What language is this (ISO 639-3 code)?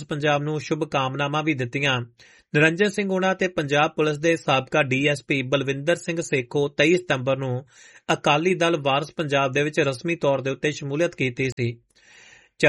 pan